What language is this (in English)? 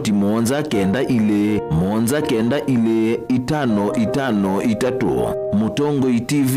Kamba